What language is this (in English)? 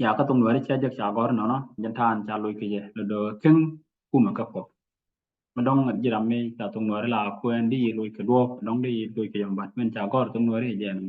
Nuer